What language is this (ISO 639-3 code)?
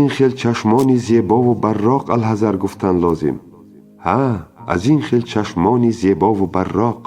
tgk